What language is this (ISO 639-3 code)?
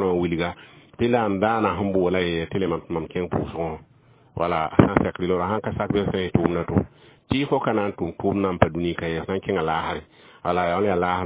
mos